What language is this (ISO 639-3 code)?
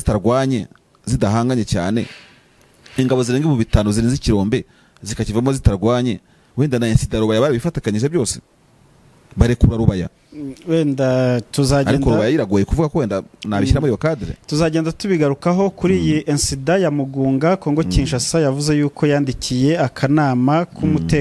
kin